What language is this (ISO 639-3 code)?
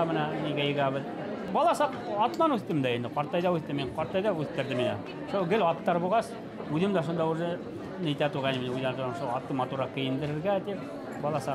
bak